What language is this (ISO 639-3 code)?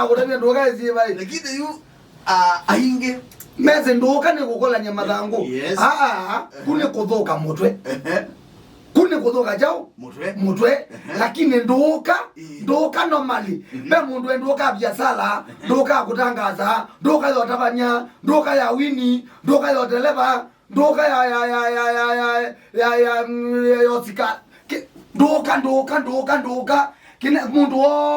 kam